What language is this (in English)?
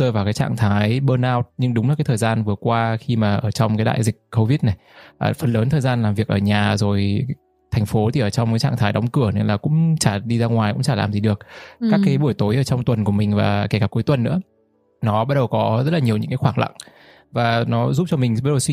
Vietnamese